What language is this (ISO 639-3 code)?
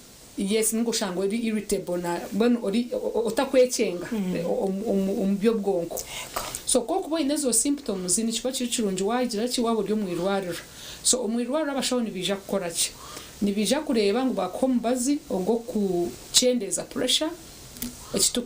nyn